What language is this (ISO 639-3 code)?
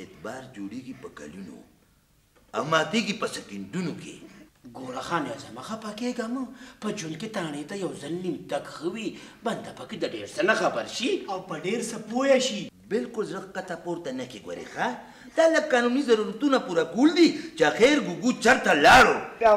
pus